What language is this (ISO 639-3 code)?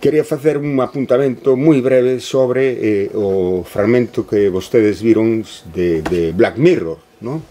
glg